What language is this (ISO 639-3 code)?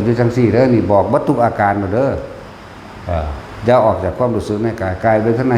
tts